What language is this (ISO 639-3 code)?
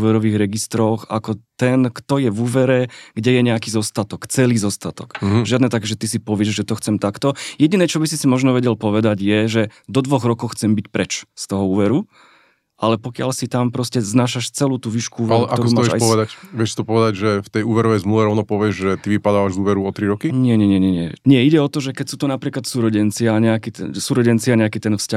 slk